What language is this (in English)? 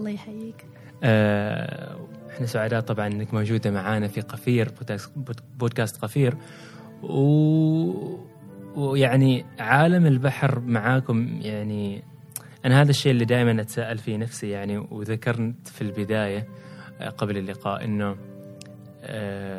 Gulf Arabic